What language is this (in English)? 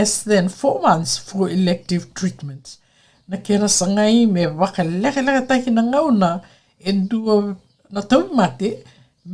Fijian